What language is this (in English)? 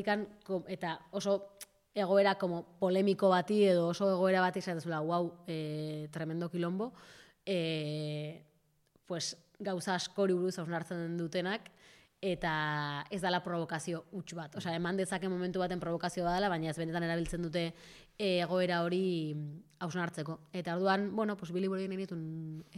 Basque